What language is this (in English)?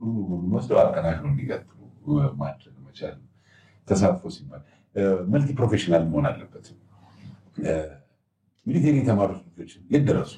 Amharic